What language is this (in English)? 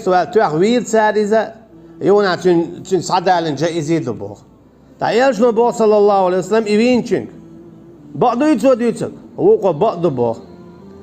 Chechen